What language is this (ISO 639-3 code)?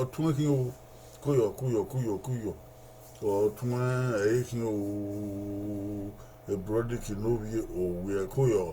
bin